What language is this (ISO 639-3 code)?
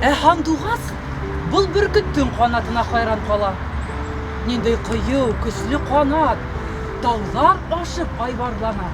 bak